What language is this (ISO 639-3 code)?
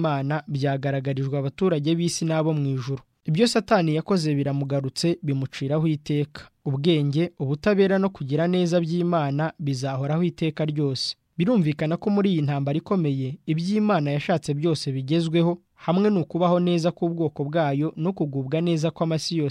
kin